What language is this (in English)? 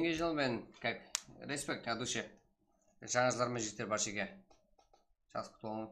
Kara-Kalpak